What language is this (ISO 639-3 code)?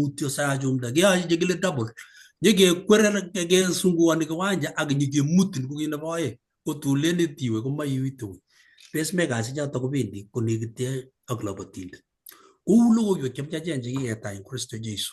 kln